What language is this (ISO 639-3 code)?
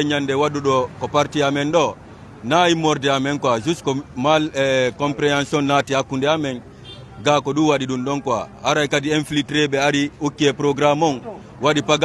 ful